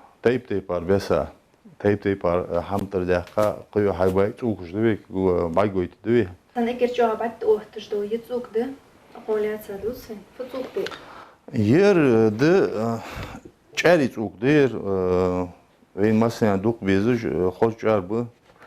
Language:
Ingush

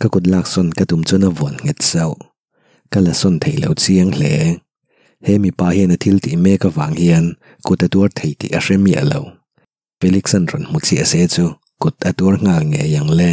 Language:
Mizo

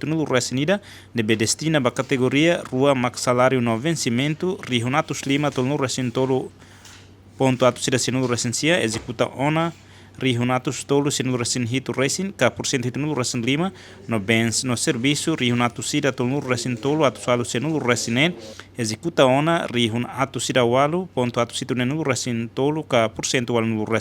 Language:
Tetum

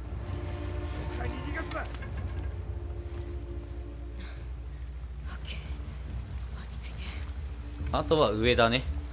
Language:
Japanese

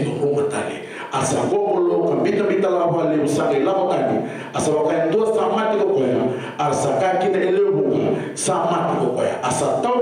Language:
Fijian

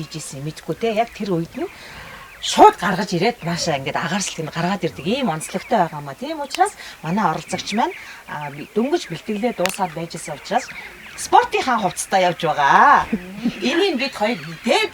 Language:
Mongolian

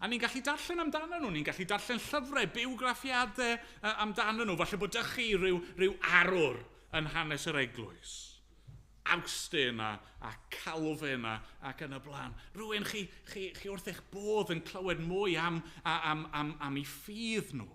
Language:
Welsh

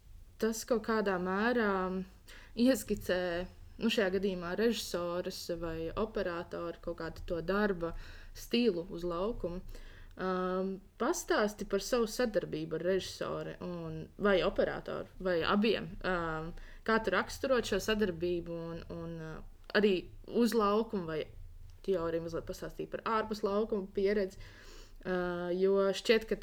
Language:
Latvian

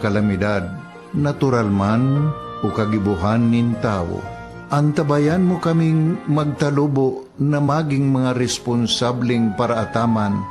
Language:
Bikol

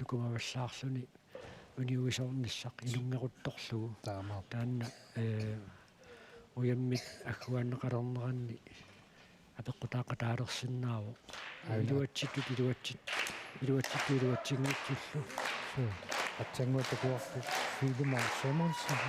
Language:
Kalaallisut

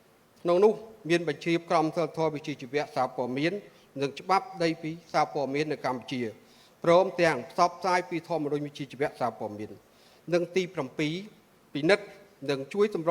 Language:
Khmer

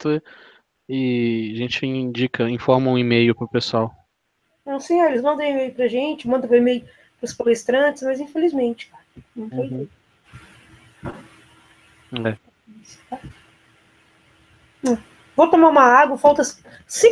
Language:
Portuguese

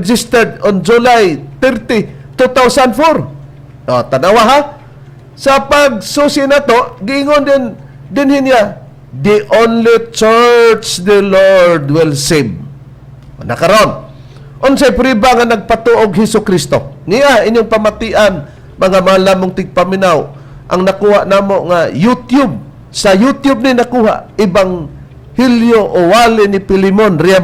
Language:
Cebuano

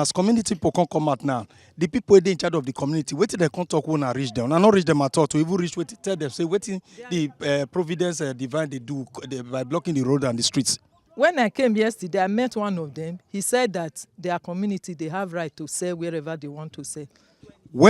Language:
Nigerian Pidgin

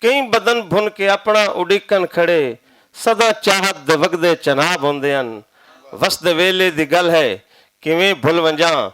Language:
Western Panjabi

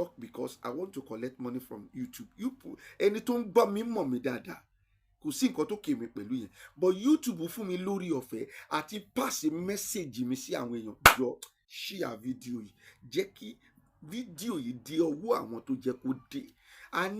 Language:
Yoruba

